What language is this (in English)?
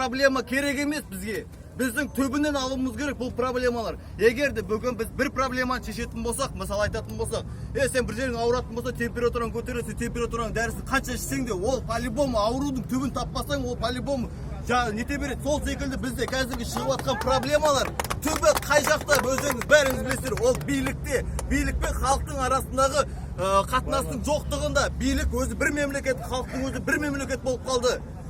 Kazakh